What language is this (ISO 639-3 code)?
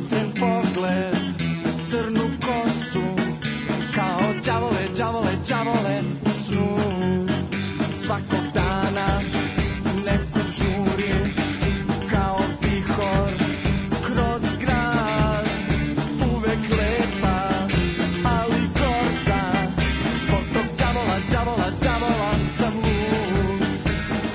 srp